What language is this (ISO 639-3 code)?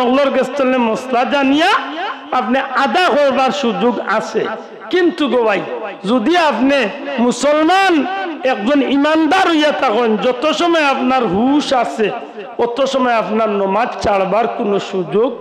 syl